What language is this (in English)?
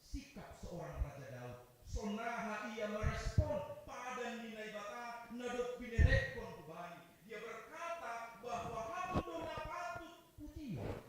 Batak Simalungun